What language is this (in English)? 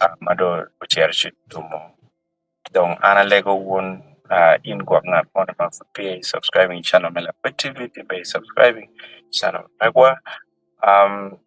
Acoli